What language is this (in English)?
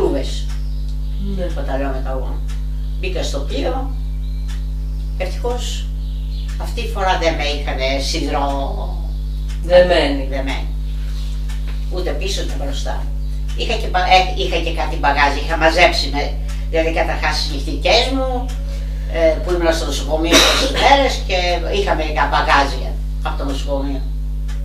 Greek